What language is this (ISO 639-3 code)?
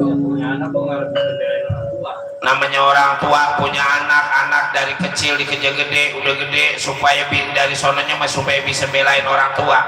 bew